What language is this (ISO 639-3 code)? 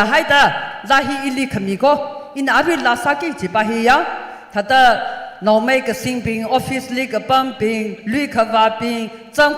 nmf